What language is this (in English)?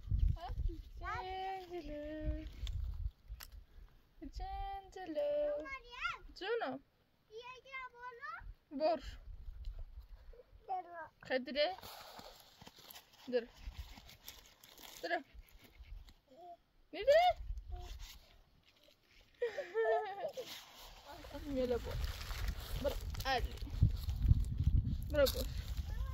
Persian